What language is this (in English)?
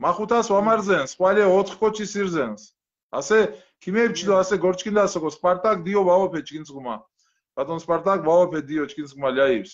Mingrelian